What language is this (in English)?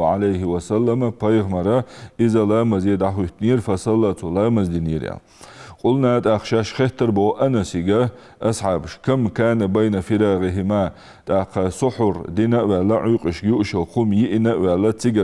Ingush